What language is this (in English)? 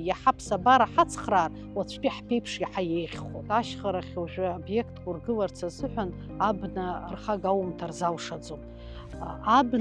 Abkhazian